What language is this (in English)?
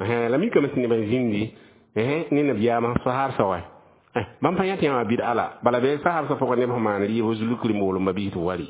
Mossi